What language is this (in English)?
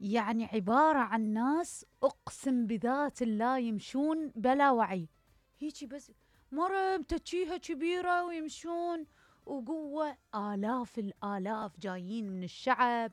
Mesopotamian Arabic